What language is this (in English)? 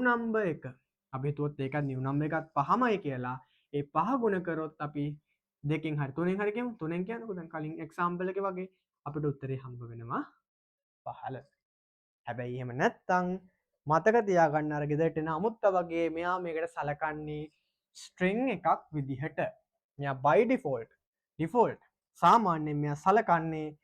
Sinhala